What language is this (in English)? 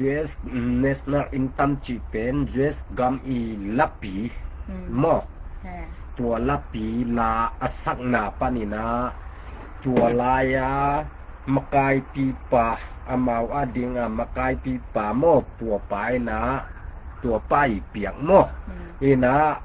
Tedim Chin